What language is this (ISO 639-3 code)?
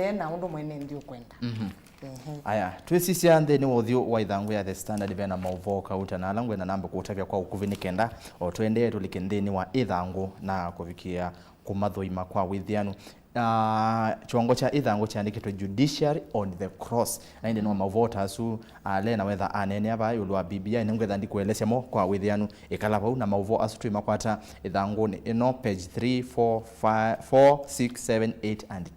kam